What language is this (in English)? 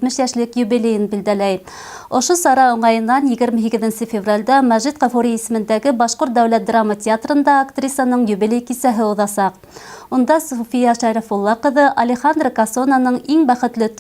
Bashkir